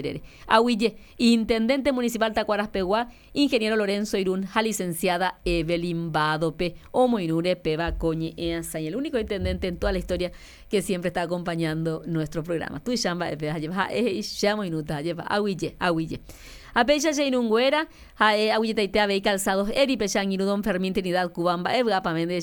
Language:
Guarani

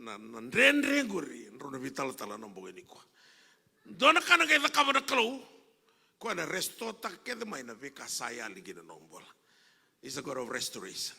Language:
Fijian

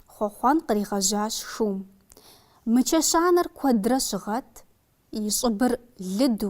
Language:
Kabardian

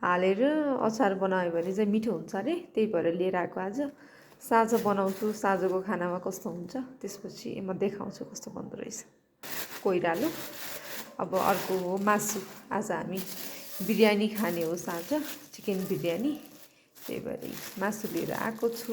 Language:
Nepali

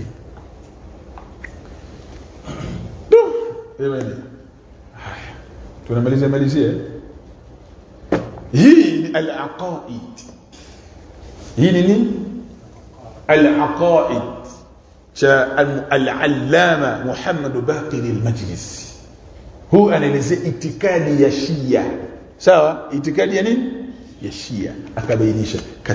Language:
Swahili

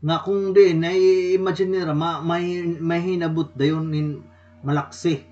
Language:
Waray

